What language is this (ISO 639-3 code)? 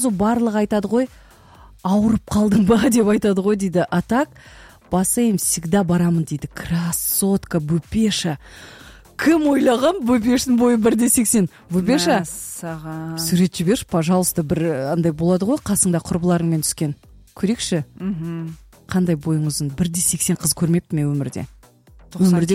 kaz